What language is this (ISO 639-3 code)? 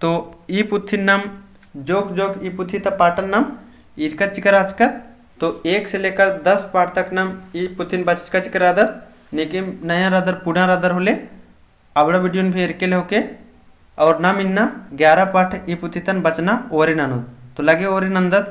kru